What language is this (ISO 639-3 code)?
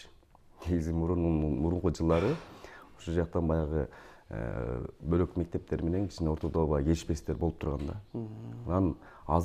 kir